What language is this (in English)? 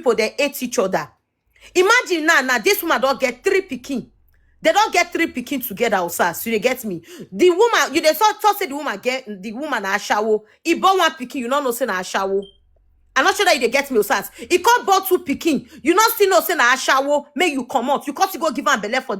Nigerian Pidgin